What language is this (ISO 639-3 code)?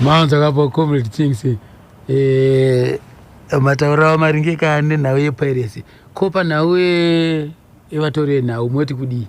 sna